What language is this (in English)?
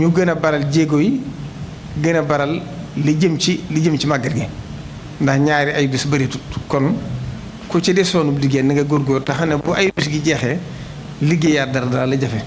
Wolof